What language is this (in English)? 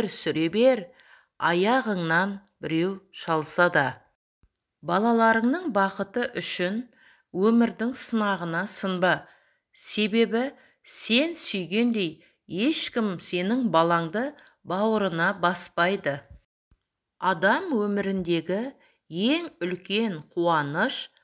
Kazakh